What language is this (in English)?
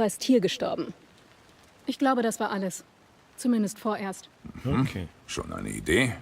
Bavarian